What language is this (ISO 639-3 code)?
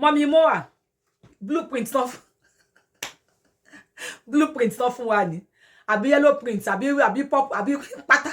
yor